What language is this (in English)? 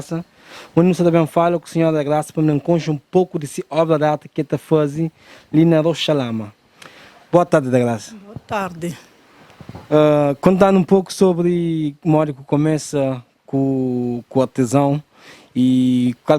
Kabuverdianu